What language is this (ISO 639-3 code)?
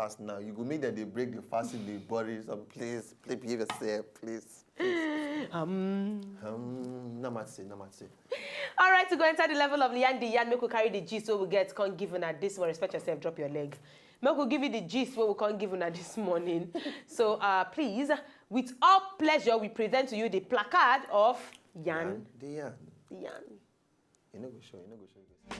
pcm